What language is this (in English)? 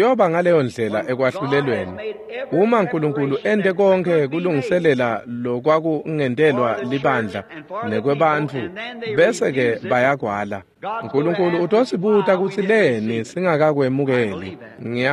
Swati